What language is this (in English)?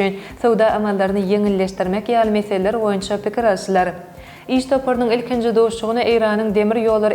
Turkmen